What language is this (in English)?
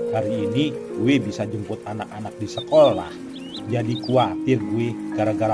Betawi